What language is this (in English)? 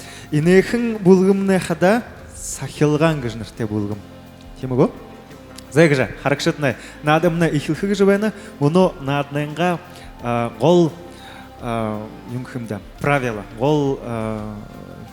Buriat